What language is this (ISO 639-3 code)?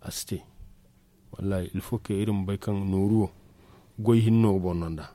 dje